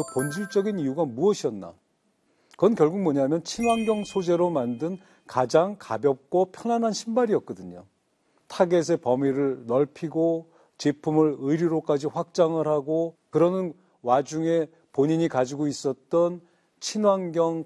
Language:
Korean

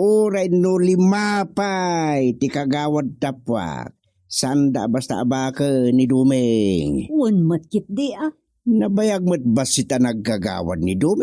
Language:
Iloko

